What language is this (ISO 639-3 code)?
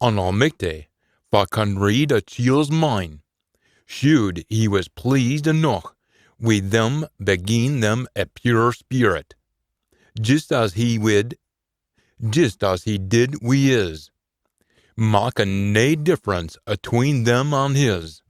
sco